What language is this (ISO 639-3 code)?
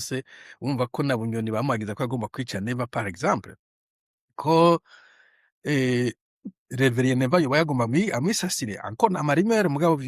run